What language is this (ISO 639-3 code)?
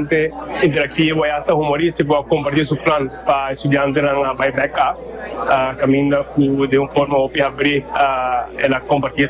pap